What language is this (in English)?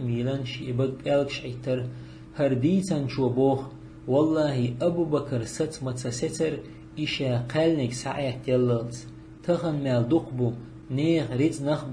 Chechen